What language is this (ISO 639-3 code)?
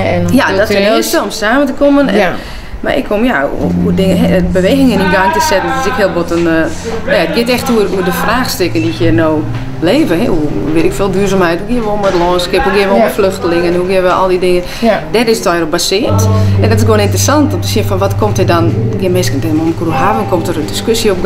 fry